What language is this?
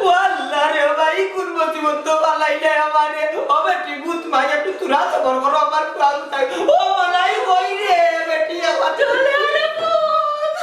Sylheti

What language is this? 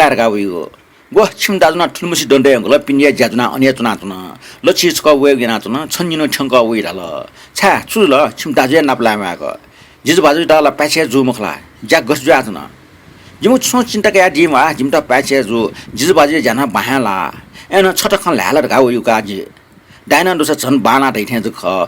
Newari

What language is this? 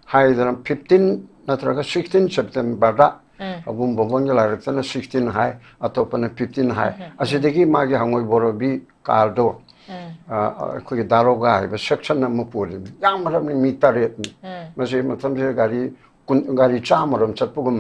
Manipuri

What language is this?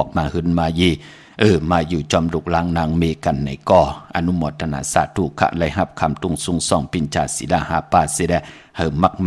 Shan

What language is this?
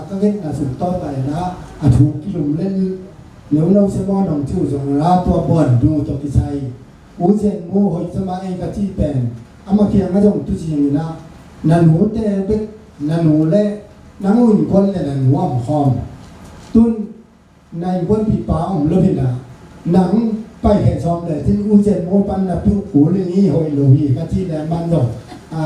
Tedim Chin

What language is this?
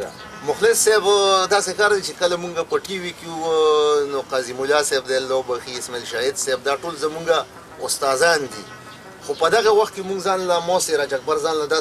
Pashto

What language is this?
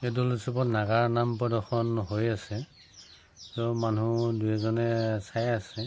Assamese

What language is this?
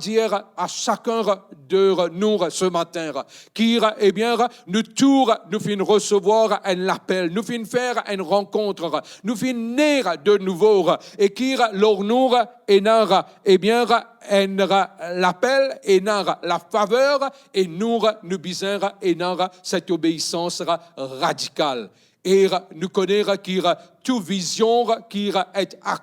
Morisyen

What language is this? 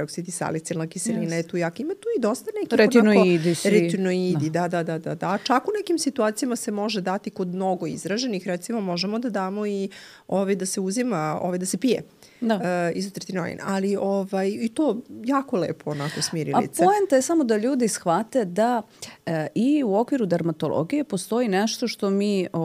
Serbian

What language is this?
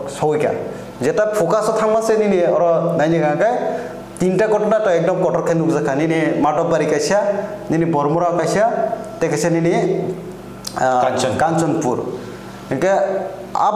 Kok Borok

